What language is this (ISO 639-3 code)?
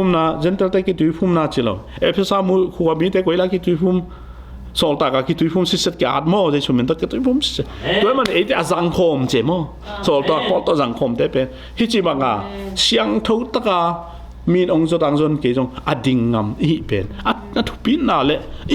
ctd